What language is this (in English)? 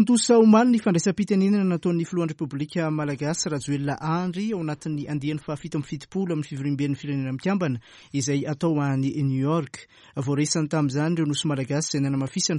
Malagasy